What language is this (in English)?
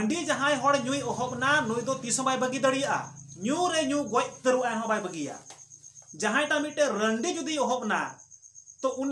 Santali